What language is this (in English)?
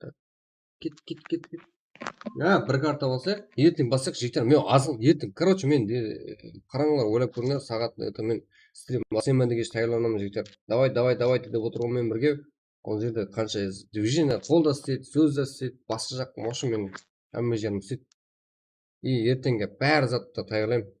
Kara-Kalpak